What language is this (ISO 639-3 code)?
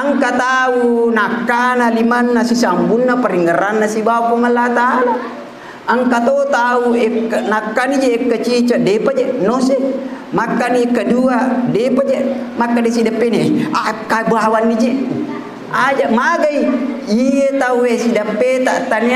bug